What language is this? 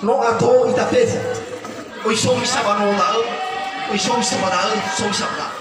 Nias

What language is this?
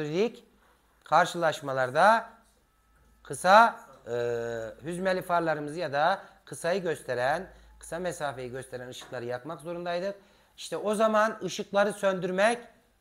Turkish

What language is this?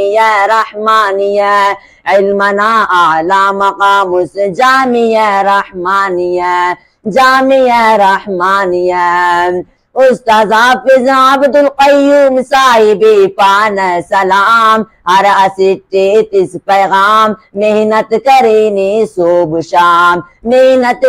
Brahui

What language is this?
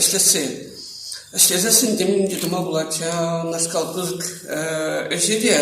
Chuvash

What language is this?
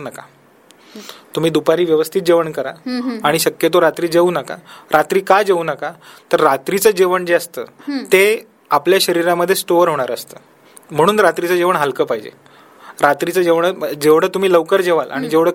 Marathi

